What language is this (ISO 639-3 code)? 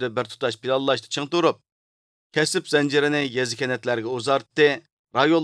uig